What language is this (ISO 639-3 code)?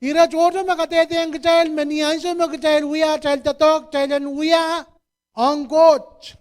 pon